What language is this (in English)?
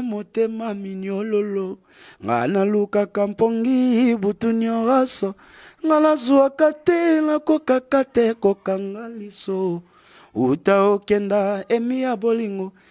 Lingala